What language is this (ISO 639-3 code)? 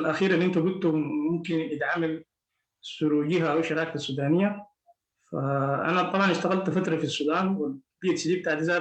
apd